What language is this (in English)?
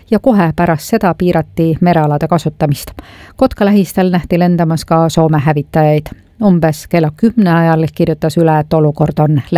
Estonian